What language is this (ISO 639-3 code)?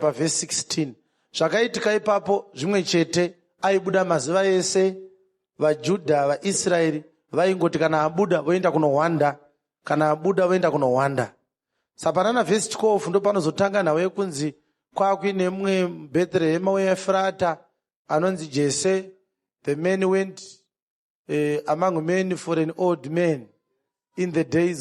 sna